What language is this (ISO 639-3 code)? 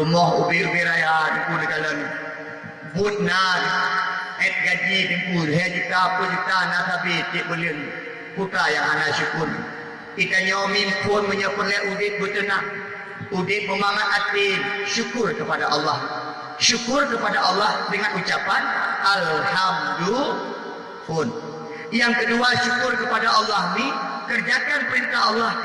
ace